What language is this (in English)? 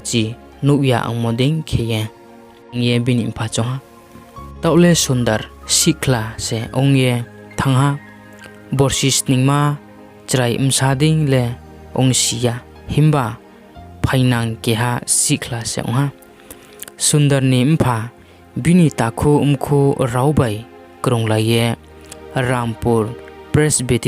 Riang (India)